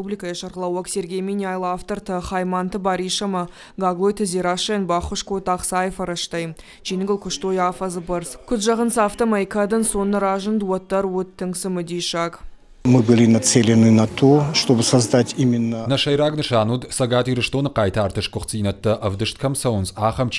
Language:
Ossetic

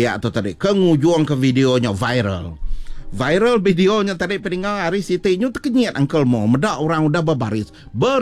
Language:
Iban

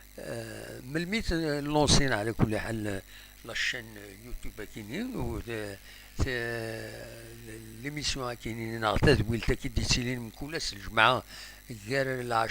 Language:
Kabyle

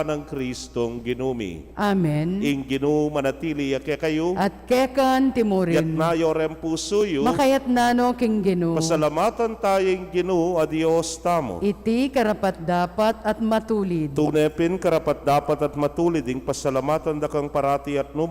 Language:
Pampanga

